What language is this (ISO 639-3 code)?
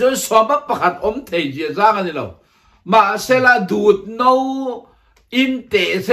lus